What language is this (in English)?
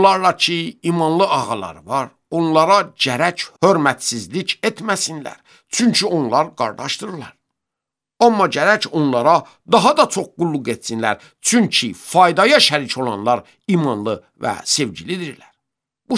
Azerbaijani